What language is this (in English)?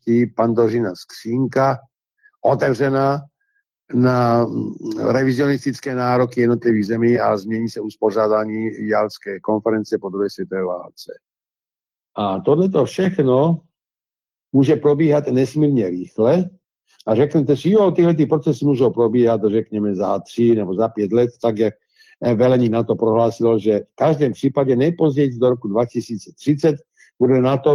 Czech